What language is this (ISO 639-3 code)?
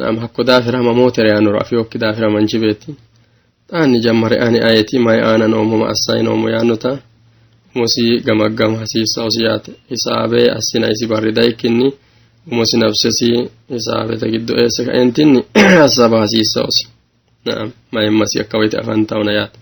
sid